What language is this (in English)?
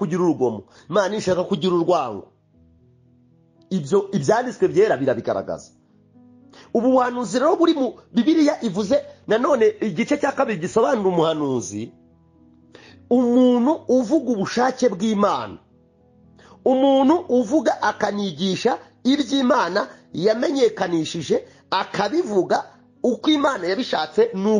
Kinyarwanda